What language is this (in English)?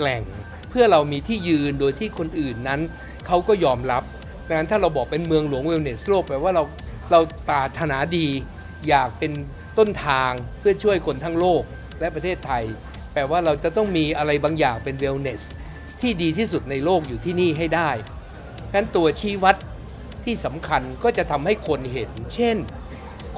Thai